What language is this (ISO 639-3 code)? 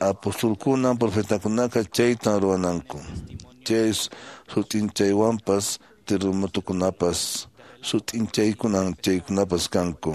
que